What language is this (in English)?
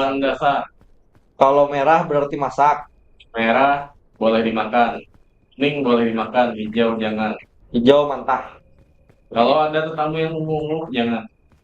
Banjar